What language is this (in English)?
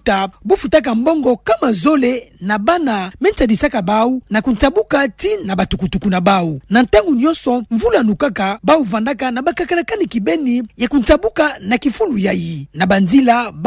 Kituba (Democratic Republic of Congo)